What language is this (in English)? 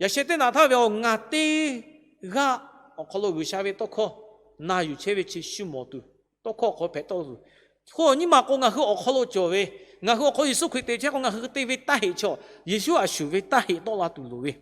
Lahu